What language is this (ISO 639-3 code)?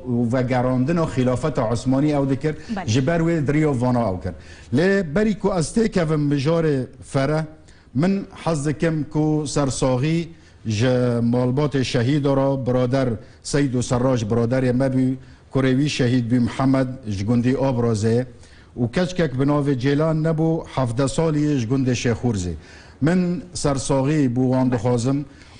kur